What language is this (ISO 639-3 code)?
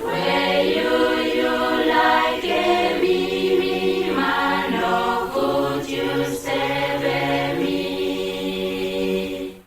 akr